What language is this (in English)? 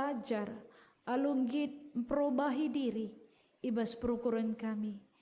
Batak Karo